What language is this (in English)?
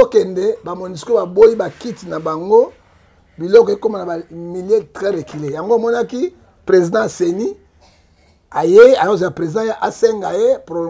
Lingala